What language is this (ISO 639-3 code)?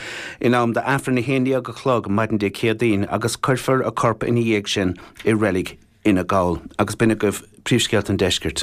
gle